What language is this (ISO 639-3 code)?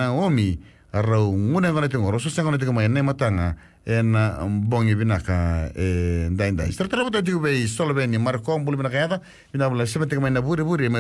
fij